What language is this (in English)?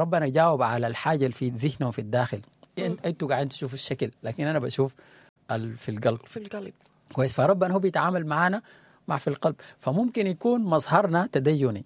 Sudanese Arabic